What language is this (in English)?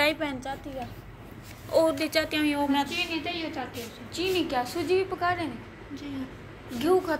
Saraiki